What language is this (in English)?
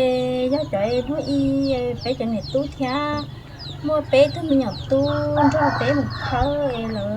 Hmong